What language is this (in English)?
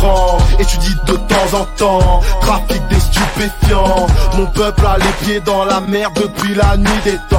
French